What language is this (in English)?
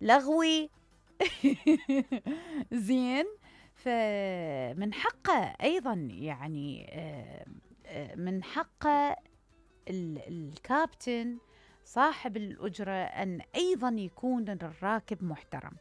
Mesopotamian Arabic